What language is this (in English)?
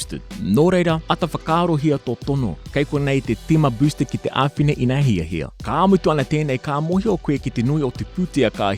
Māori